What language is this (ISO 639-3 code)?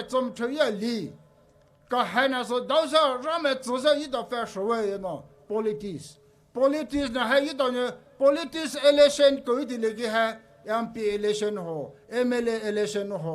pmx